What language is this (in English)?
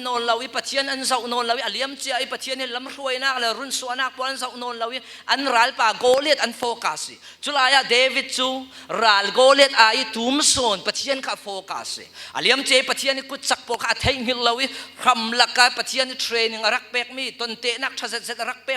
Falam Chin